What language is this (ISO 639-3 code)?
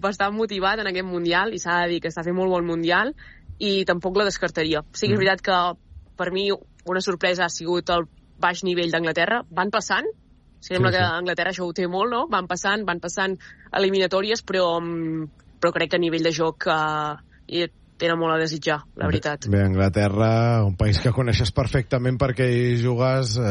cat